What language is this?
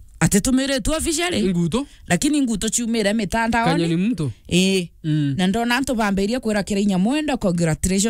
Meru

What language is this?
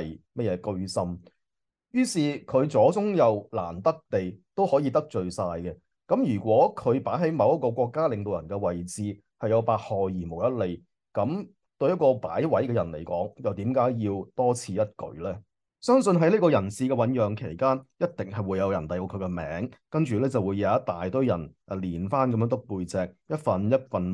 Cantonese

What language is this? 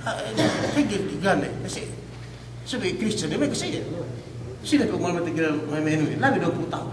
Yakan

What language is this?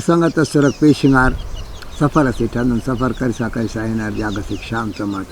Brahui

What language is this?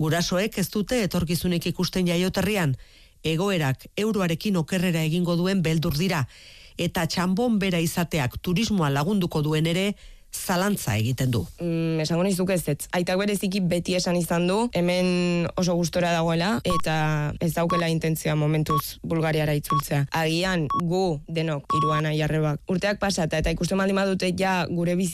Basque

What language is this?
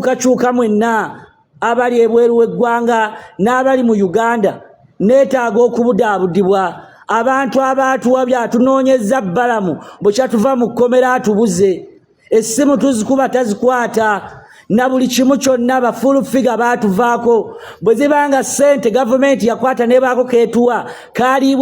Ganda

